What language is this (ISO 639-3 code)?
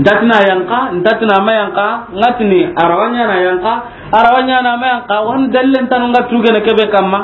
snk